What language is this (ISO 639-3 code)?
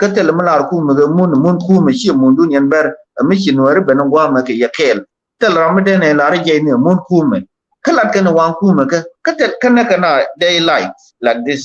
nus